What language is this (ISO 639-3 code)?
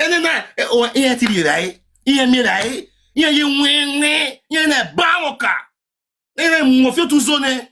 pcm